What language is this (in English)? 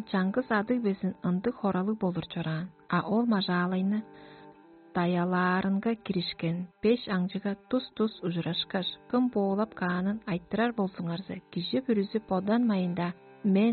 Tuvinian